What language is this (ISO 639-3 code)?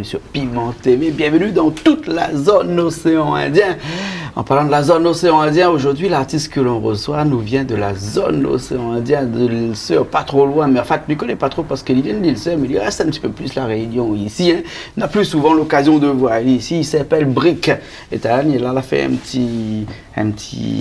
rcf